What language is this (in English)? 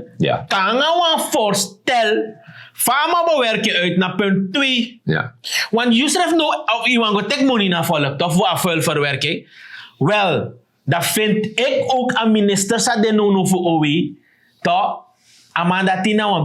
Sranan Tongo